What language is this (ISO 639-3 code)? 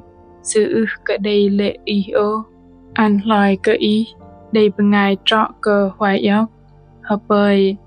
bdq